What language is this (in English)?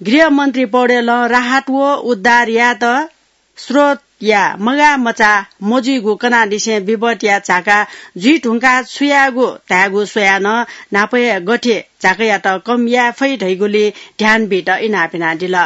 Newari